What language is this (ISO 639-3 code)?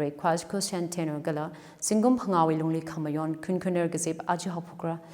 nmf